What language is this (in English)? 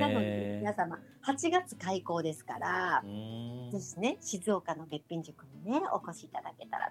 Japanese